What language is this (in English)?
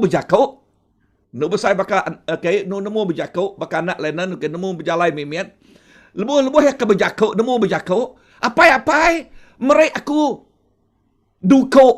Iban